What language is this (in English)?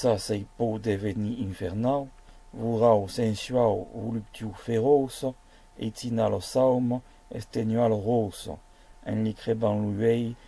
Occitan